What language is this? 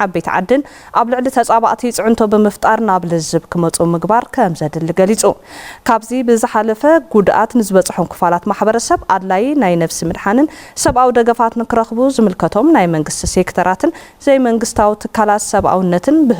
Tigrinya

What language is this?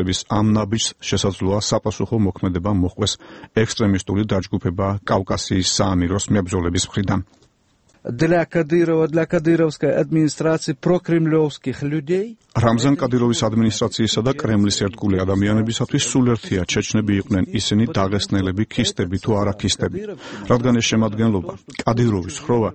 Georgian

